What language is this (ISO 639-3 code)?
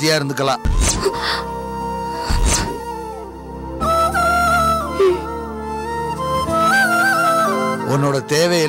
tam